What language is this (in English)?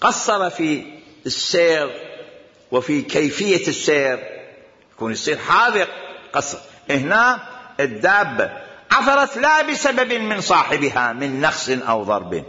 Mesopotamian Arabic